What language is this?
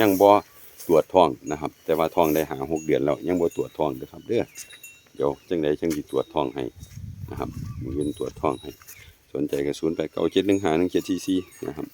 Northeastern Thai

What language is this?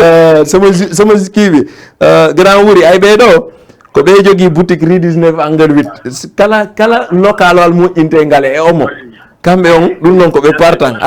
Fula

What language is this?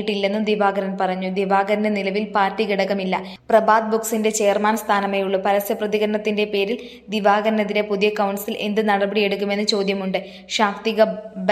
Malayalam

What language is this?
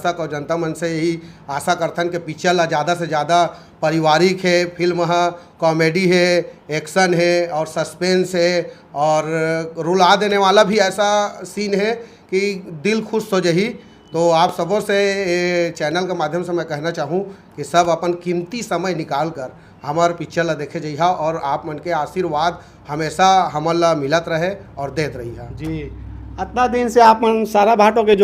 Chhattisgarhi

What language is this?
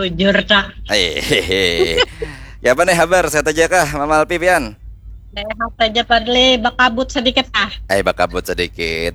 Banjar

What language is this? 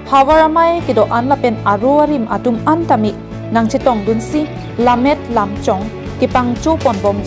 Karbi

